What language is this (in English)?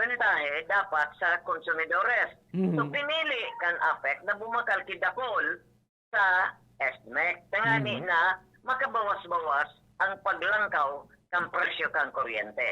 Bikol